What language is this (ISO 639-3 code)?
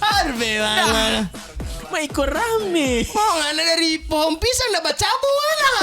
xmm